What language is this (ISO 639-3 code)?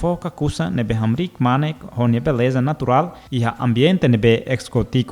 tet